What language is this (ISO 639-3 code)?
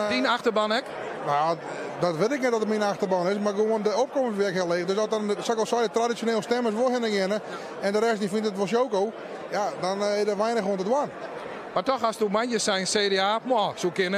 fry